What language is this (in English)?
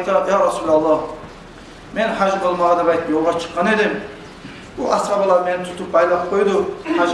Kumyk